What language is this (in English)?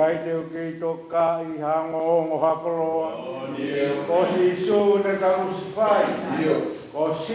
Tongan